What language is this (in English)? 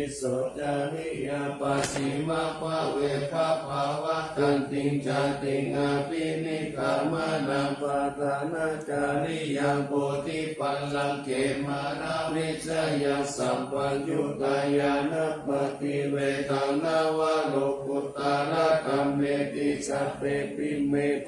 Pali